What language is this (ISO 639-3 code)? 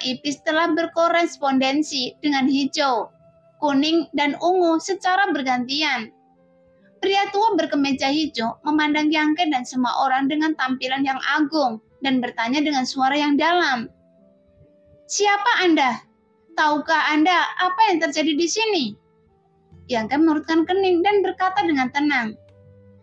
ind